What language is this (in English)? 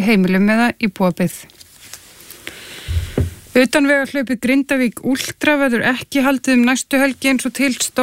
Icelandic